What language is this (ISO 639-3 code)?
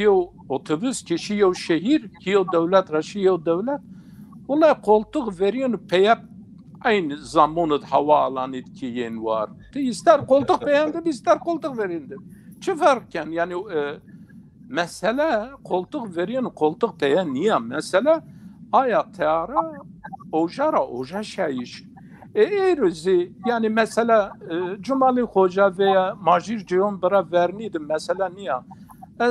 zza